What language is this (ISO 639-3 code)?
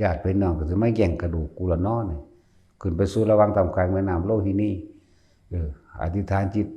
tts